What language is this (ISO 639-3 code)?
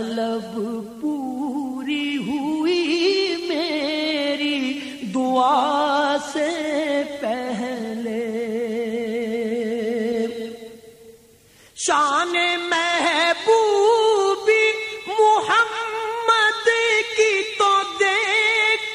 urd